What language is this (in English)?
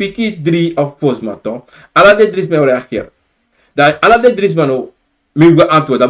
Sranan Tongo